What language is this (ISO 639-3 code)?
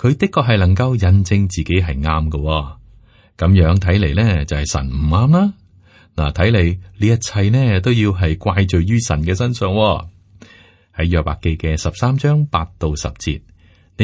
yue